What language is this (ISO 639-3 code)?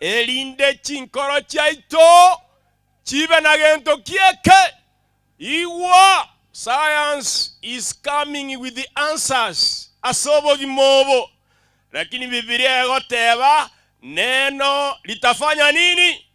guz